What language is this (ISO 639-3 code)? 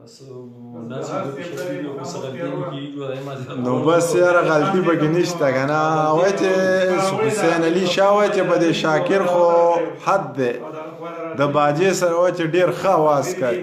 pus